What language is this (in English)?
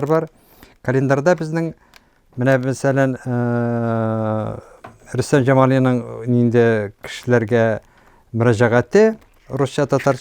Tatar